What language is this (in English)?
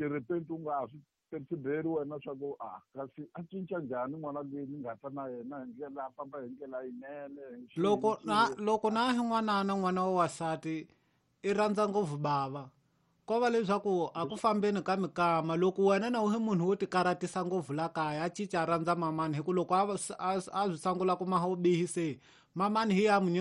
Tsonga